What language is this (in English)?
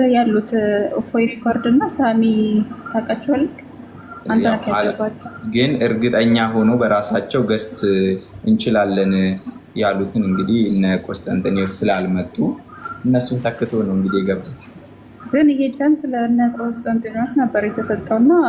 Amharic